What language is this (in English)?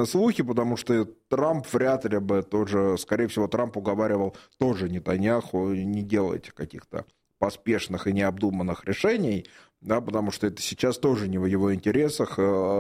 Russian